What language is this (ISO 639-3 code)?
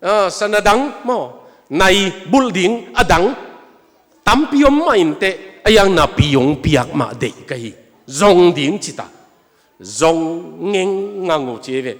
ctd